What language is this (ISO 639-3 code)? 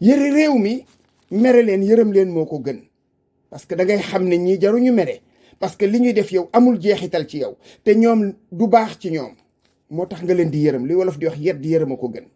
wol